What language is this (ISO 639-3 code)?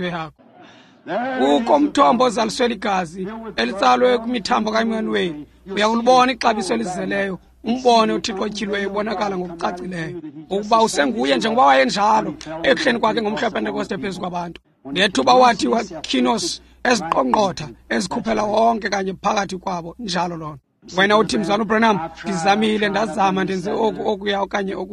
xho